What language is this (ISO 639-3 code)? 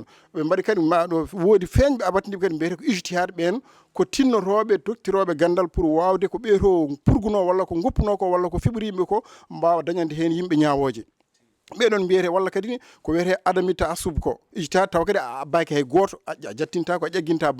ful